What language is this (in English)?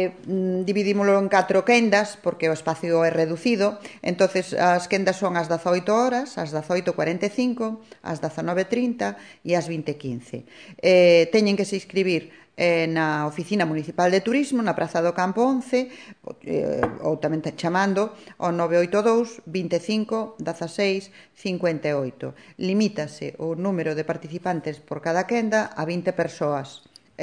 Galician